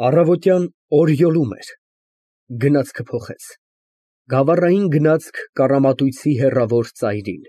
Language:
Armenian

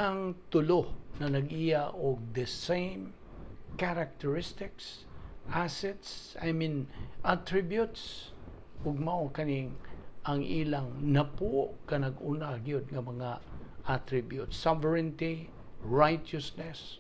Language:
Cebuano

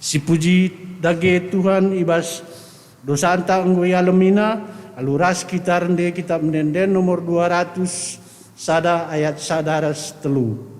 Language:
Batak Karo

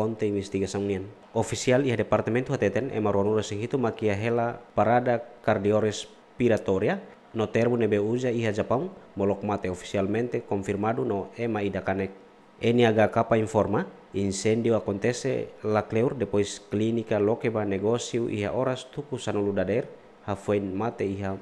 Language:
Tetum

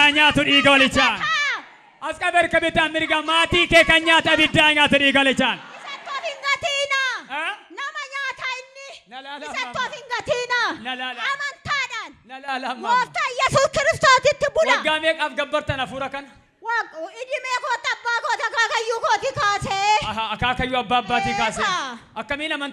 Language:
Oromo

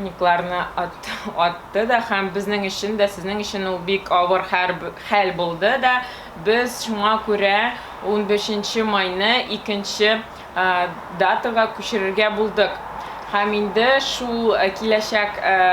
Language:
Tatar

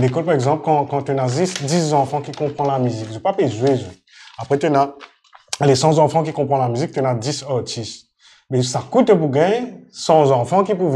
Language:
Morisyen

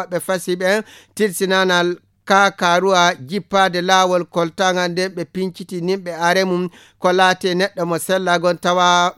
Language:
Nigerian Fulfulde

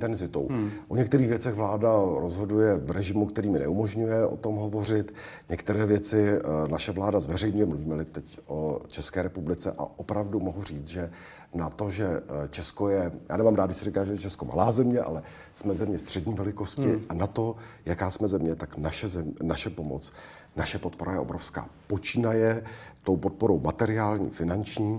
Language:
Czech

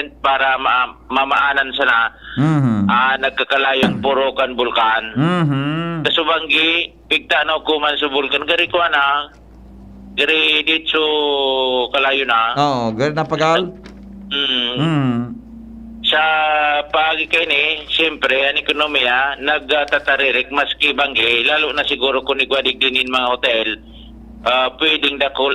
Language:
Bikol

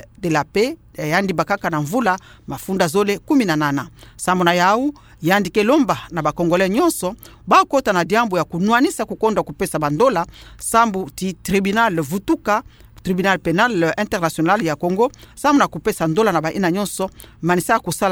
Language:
Kituba (Democratic Republic of Congo)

